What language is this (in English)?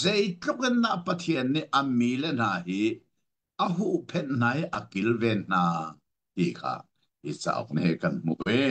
Hakha Chin